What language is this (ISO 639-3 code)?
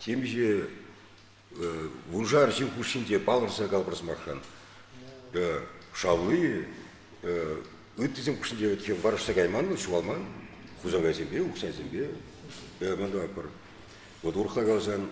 chv